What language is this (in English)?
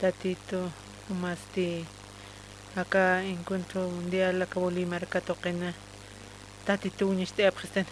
Aymara